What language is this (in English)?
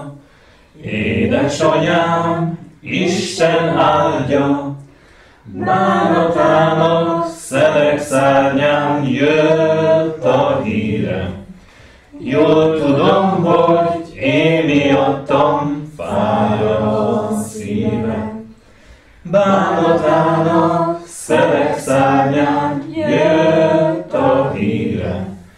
Hungarian